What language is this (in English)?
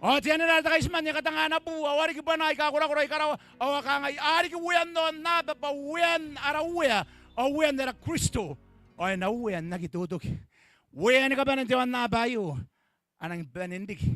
Gilbertese